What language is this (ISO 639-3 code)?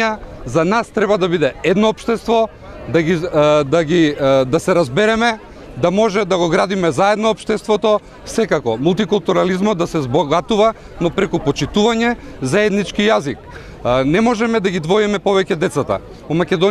mkd